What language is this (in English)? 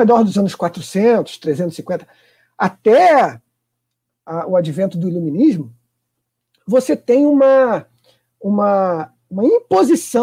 Portuguese